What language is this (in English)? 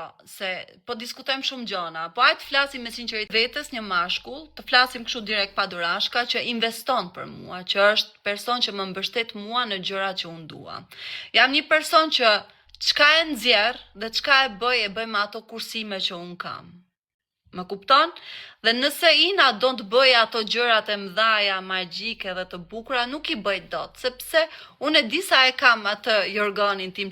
Albanian